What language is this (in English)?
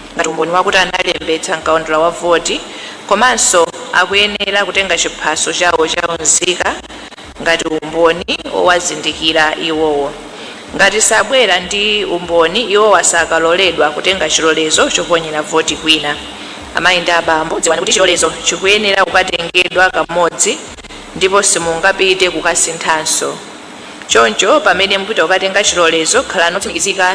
Nyanja